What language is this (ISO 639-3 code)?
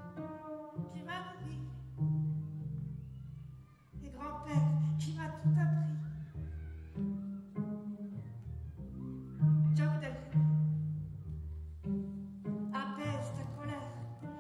fra